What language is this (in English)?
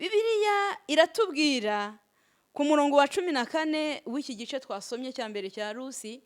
Kinyarwanda